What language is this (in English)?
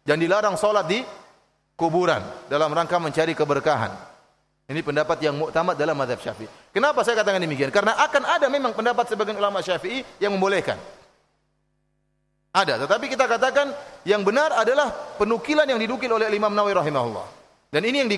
Indonesian